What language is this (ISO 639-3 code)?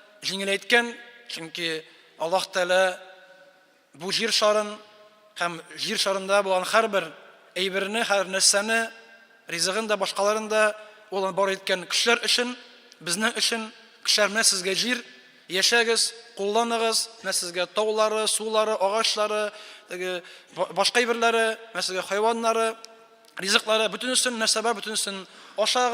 tat